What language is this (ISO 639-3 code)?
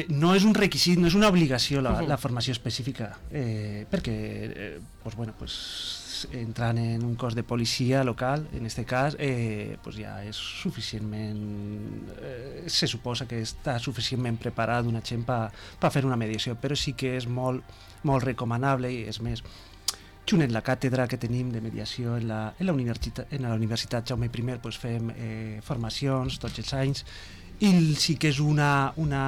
cat